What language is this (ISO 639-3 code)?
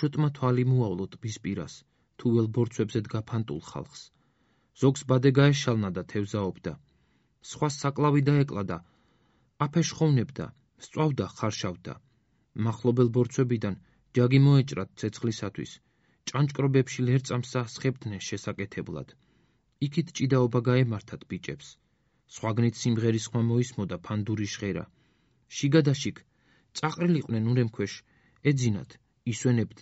kat